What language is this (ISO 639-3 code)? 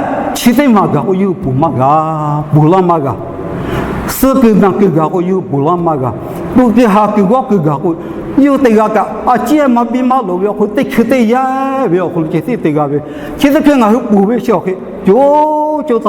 lhu